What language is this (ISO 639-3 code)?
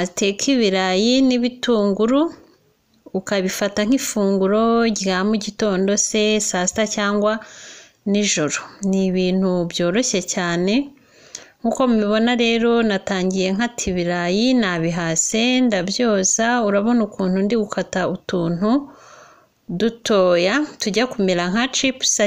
kin